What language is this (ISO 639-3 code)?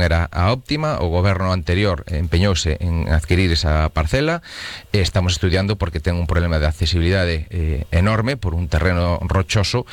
glg